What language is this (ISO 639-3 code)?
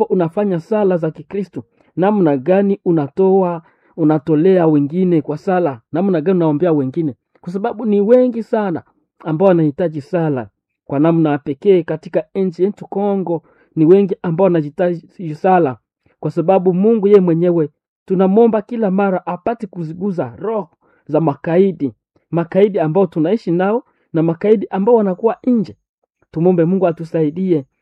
swa